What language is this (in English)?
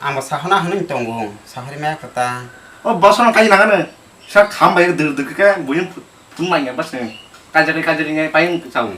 Kok Borok